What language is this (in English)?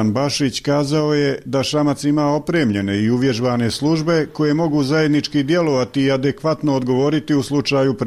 Bosnian